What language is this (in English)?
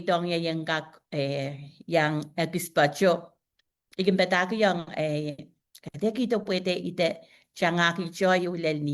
Pohnpeian